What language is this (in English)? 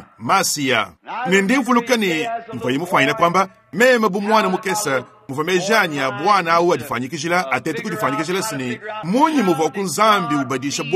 Luba-Lulua